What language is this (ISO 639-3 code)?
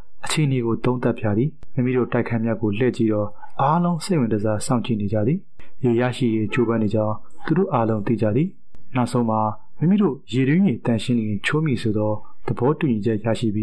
mya